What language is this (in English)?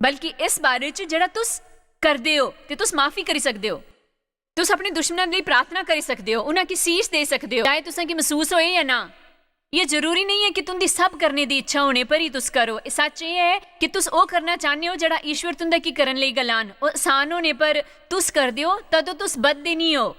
Dogri